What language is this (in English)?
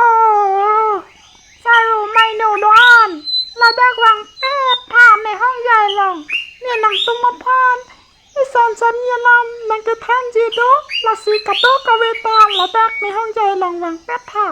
Karbi